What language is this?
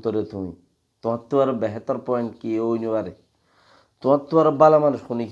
Rohingya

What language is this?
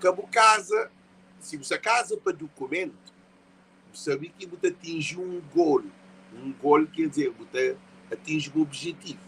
Kabuverdianu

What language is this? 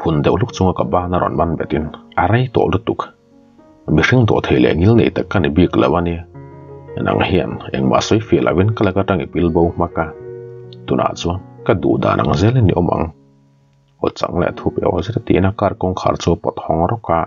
Mizo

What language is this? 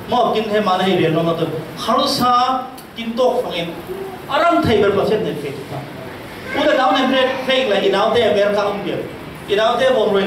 Falam Chin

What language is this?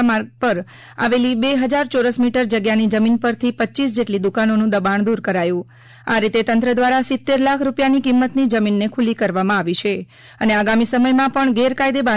Gujarati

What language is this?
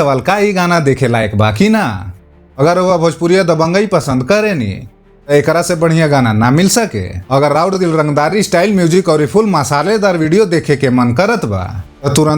Bhojpuri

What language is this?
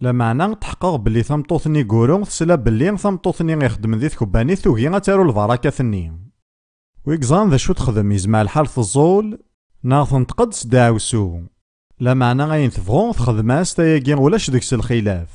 Kabyle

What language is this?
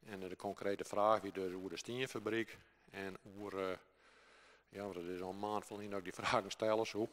Western Frisian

